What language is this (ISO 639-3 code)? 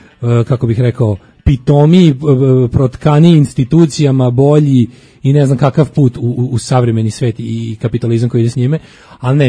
srp